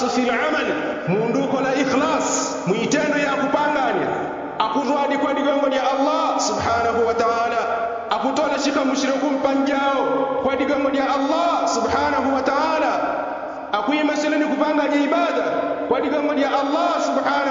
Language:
Yao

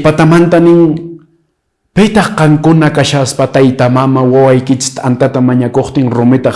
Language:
Quechua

